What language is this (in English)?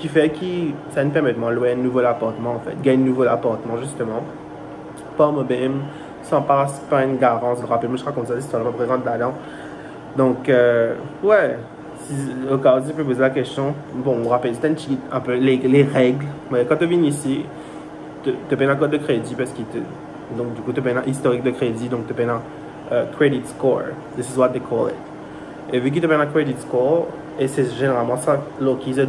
Morisyen